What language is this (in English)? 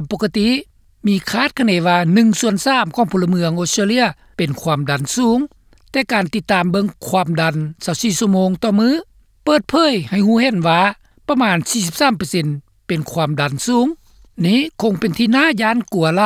Lao